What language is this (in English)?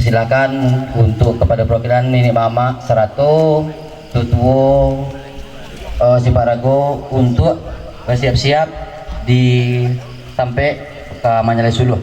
Minangkabau